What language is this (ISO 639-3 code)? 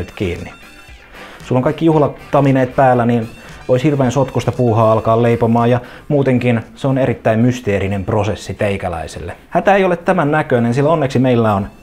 fin